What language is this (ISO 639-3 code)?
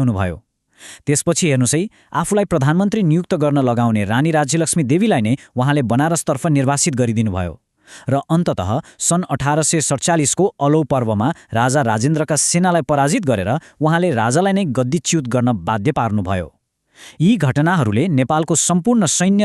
nep